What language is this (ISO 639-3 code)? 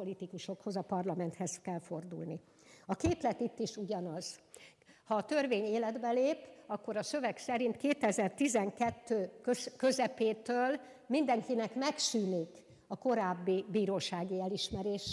hun